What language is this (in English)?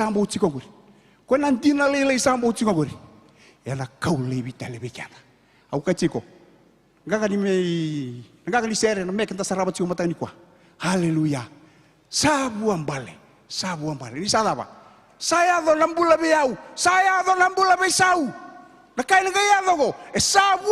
Fijian